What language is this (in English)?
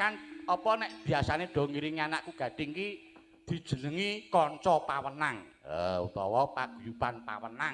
Javanese